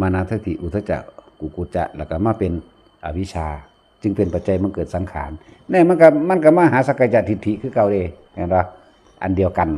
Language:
Northeastern Thai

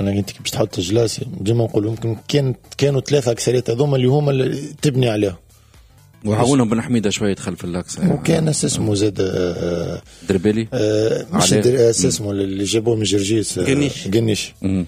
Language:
Tunisian Arabic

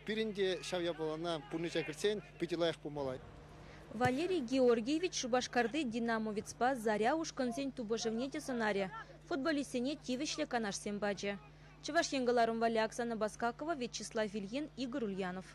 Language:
Chuvash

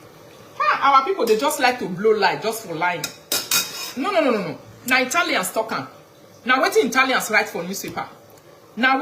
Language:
Nigerian Pidgin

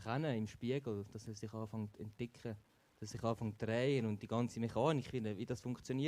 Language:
Swiss German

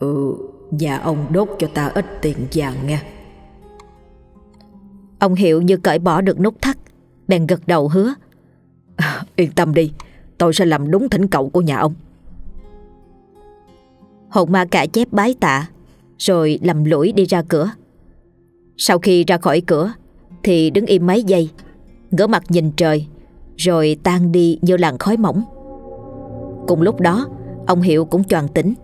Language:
Vietnamese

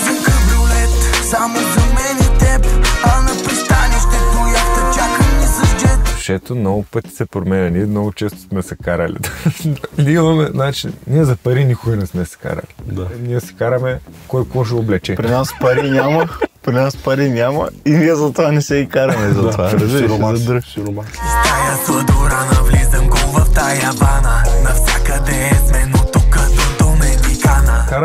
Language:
Bulgarian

